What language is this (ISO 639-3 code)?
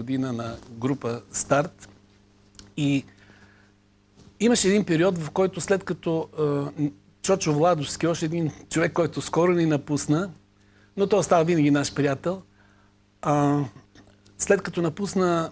bul